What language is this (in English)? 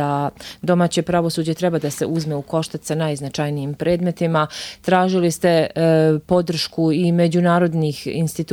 Bosnian